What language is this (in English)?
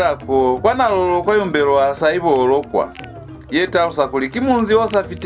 Lozi